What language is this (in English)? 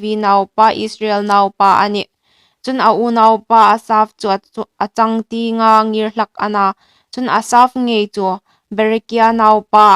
Hmar